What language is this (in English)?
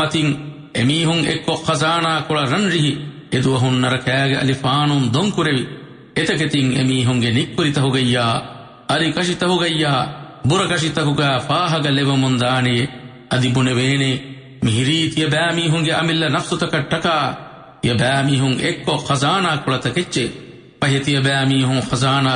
Divehi